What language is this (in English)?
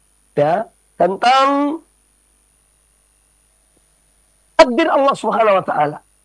Indonesian